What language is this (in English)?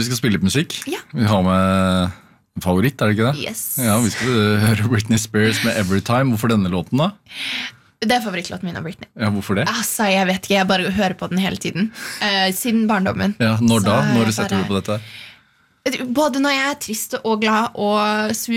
Norwegian